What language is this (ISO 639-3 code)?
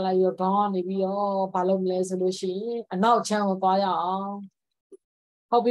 mya